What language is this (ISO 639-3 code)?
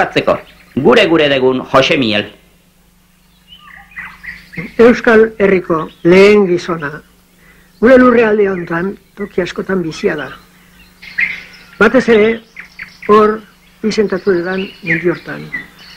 eus